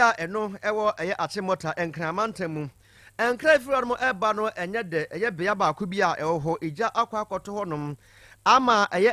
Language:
Akan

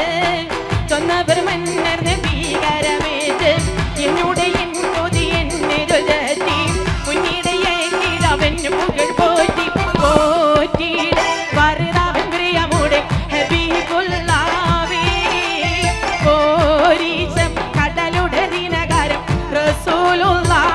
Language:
Malayalam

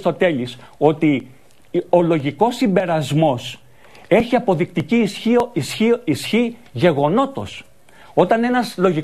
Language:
Greek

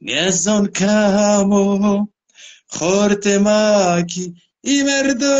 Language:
Zaza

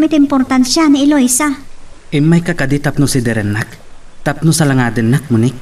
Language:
Iloko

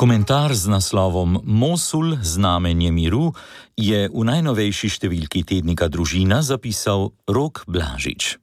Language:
Slovenian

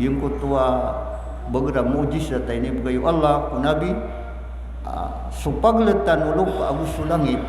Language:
Maranao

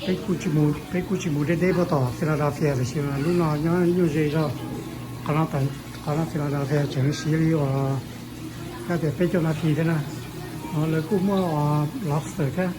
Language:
Hmong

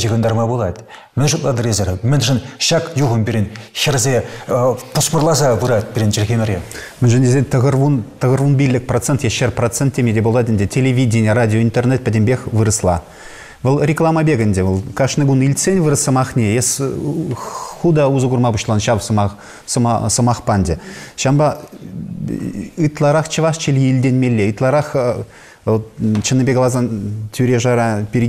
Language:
Chuvash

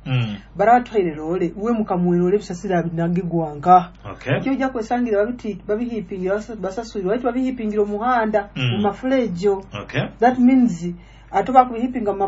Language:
Nyoro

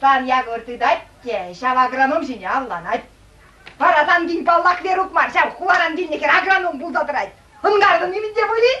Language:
Chuvash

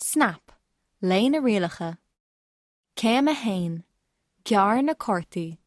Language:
Irish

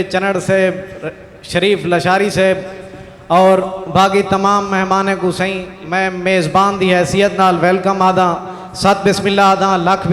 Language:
Saraiki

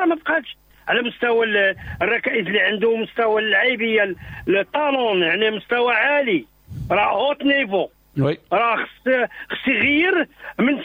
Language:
Moroccan Arabic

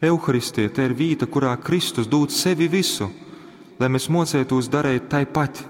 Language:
Latgalian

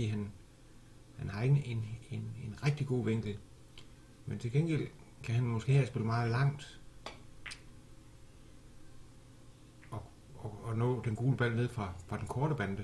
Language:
Danish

